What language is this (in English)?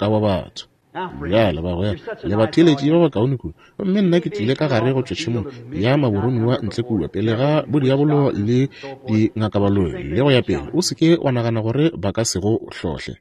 Northern Sotho